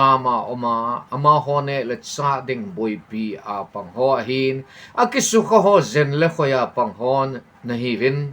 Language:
Thado Chin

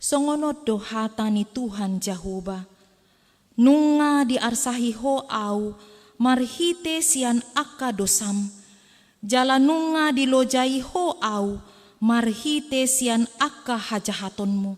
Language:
Batak Toba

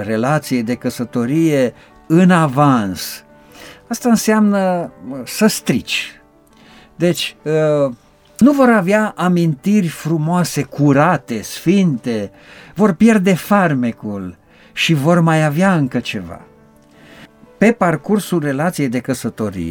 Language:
Romanian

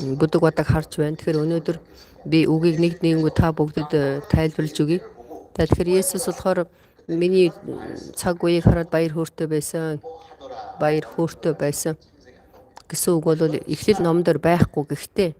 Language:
Mongolian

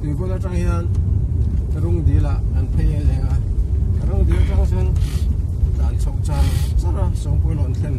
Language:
Mizo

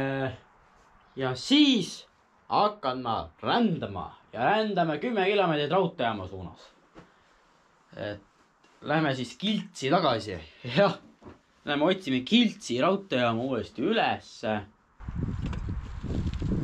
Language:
Estonian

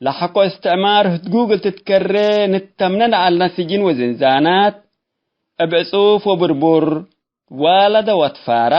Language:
Tigre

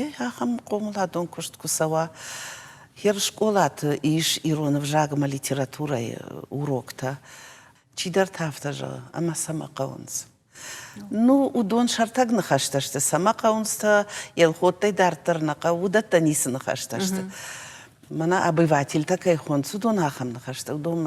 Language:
Ossetic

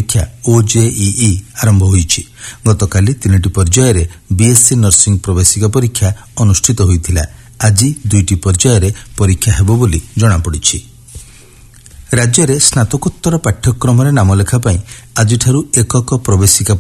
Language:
Odia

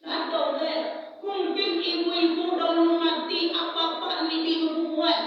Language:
Minangkabau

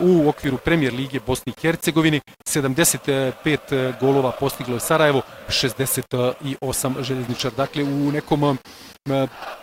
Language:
Bosnian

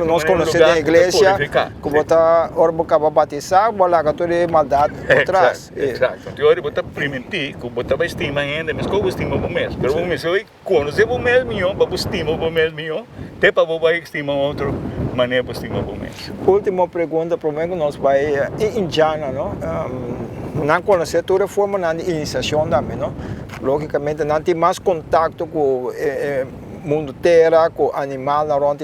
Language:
Papiamento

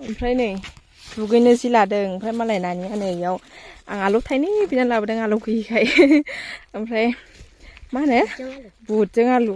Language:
Bodo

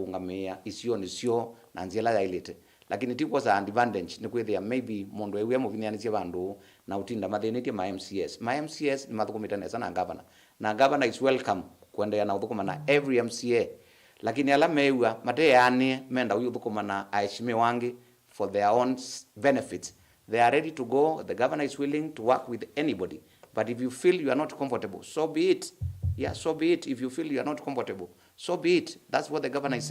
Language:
Kamba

